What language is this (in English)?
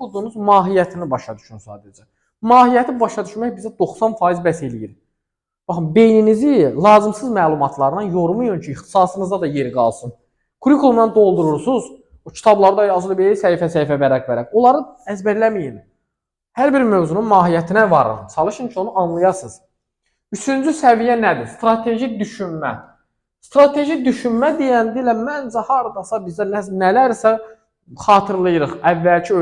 Azerbaijani